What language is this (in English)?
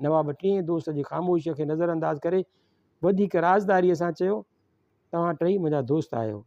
Sindhi